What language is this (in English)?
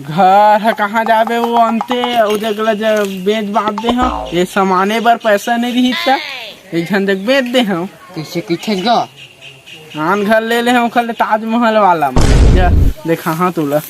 Chhattisgarhi